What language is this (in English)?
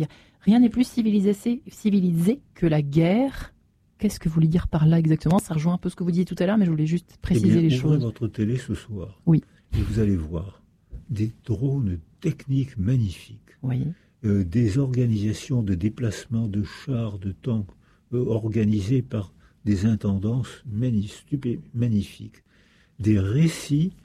French